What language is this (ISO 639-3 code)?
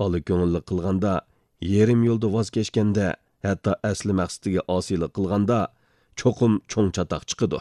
uig